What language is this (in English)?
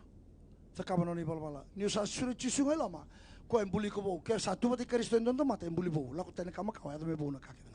Fijian